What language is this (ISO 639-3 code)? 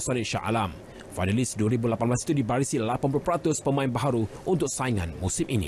msa